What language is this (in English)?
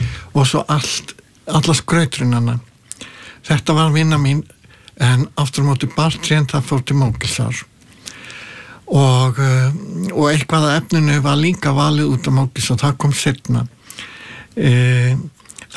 Icelandic